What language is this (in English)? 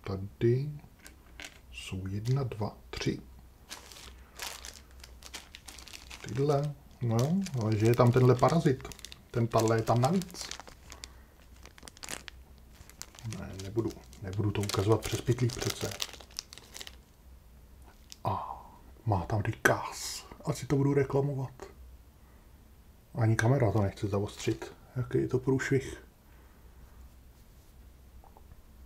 Czech